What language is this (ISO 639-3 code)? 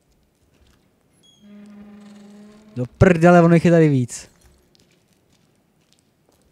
ces